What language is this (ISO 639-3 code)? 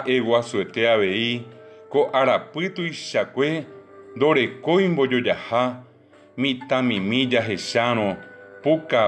grn